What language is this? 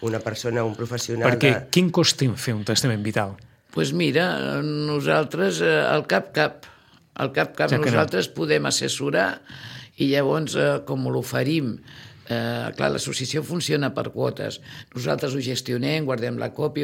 Catalan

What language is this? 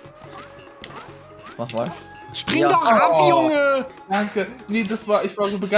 German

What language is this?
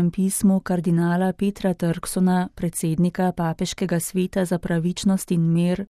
Slovenian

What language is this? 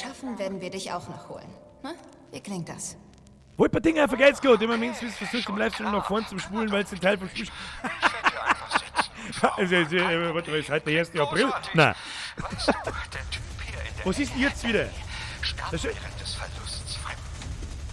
Bavarian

